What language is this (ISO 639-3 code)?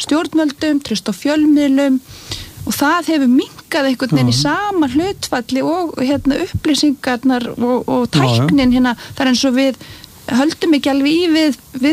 isl